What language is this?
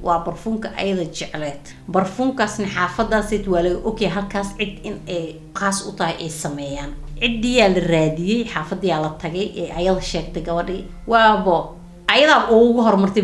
Somali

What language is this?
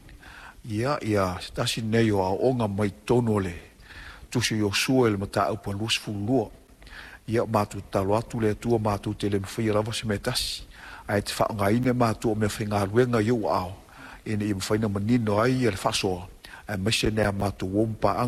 Samoan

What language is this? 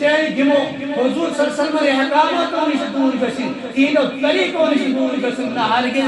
Kashmiri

